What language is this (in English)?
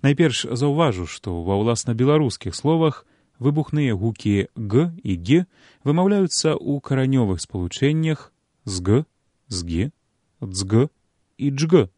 Belarusian